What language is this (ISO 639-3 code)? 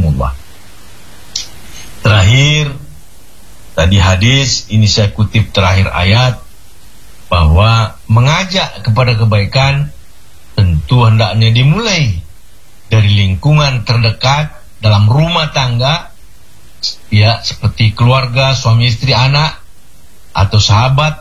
ind